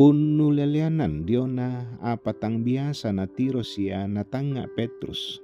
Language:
Toraja-Sa'dan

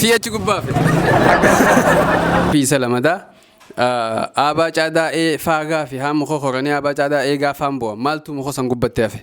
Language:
Oromo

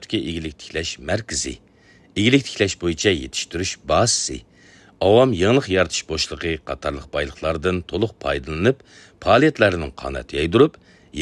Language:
Uyghur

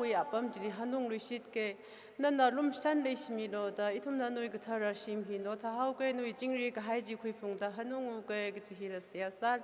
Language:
Tangkhul Naga (India)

